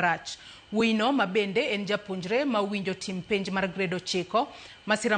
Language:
Luo (Kenya and Tanzania)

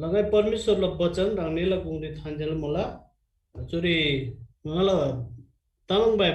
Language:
Eastern Tamang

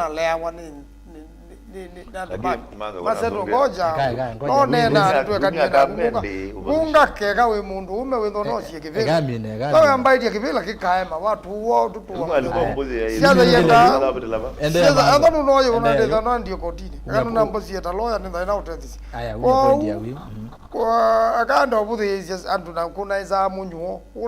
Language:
Kamba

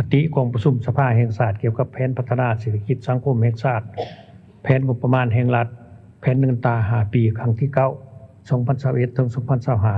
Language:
Lao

